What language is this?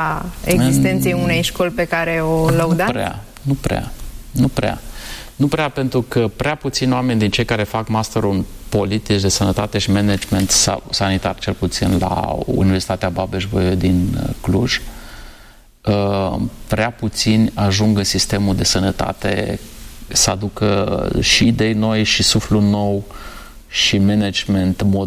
Romanian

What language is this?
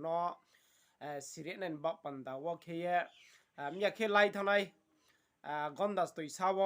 Riang (India)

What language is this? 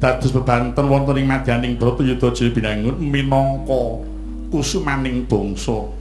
Javanese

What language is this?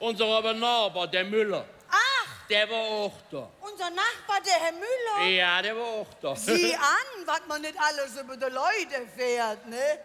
Colognian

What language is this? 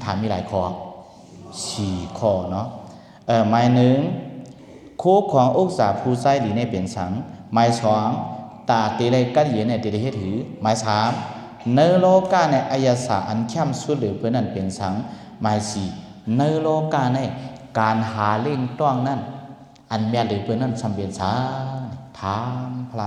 Shan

